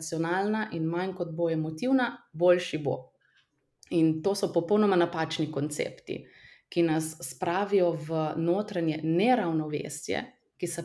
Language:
Slovenian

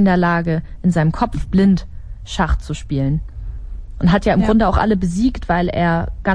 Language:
German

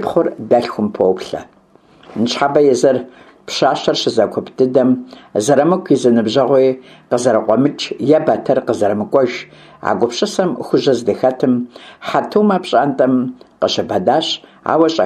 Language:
Kabardian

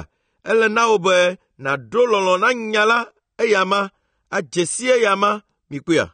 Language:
Ewe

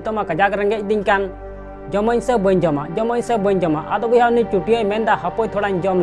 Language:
Santali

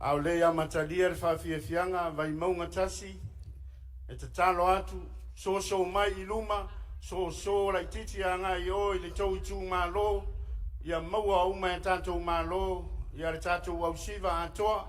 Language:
Samoan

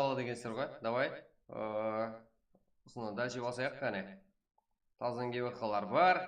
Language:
Kara-Kalpak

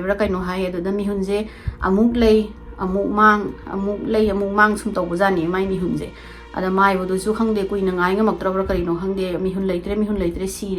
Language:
Manipuri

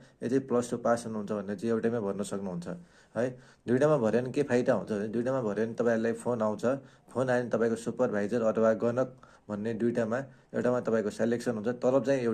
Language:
Nepali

